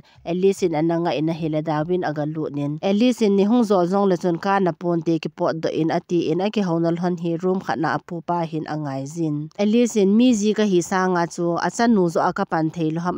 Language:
Thado Chin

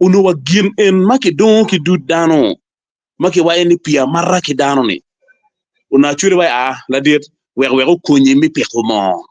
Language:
Acoli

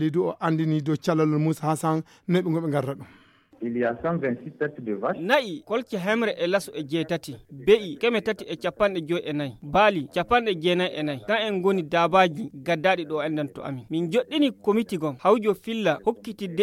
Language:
Fula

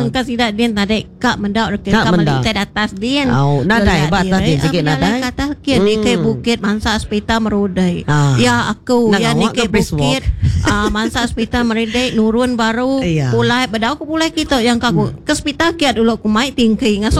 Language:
Iban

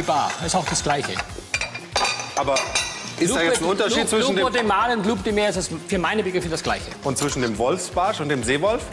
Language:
German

